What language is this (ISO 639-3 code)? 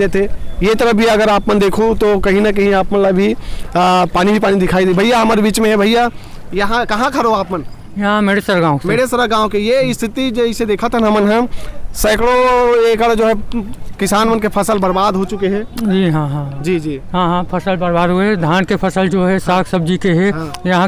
hne